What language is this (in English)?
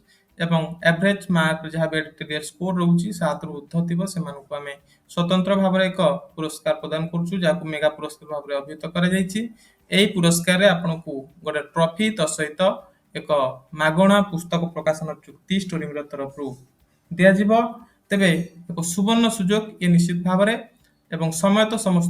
Odia